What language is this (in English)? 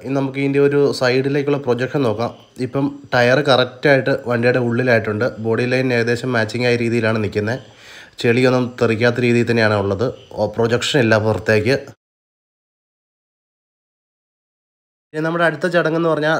Malayalam